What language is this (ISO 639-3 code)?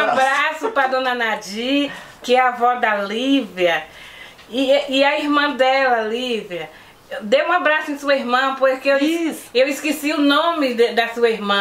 por